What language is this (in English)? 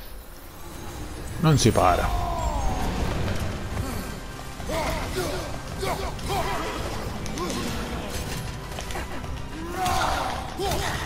Italian